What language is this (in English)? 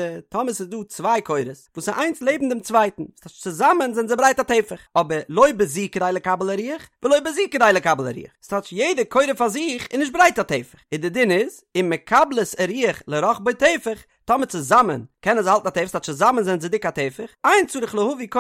Yiddish